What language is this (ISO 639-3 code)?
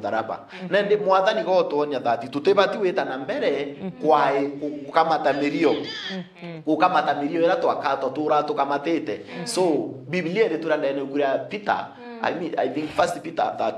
mer